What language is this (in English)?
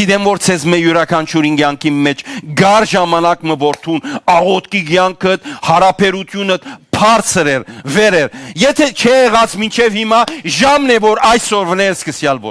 Western Armenian